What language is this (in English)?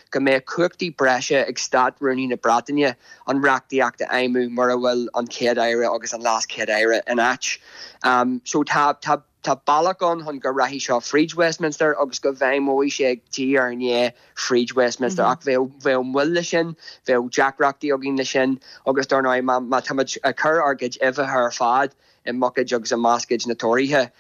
Irish